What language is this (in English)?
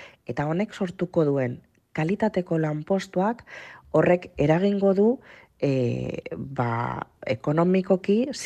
Basque